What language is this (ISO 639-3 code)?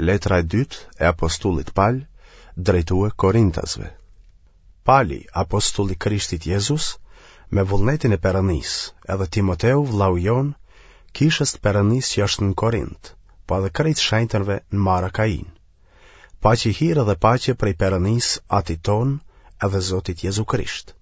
sqi